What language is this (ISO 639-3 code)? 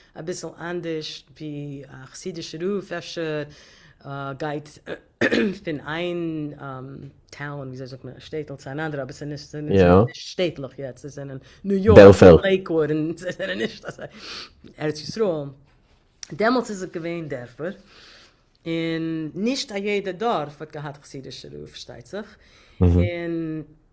yid